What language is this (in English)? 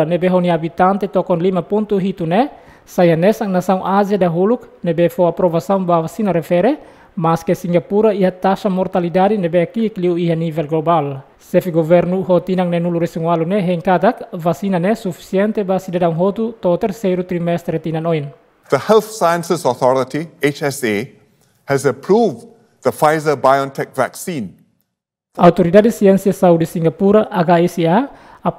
Tetum